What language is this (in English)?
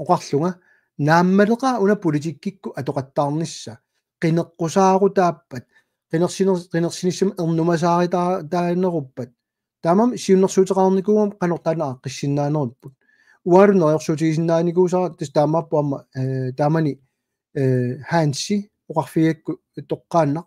Kalaallisut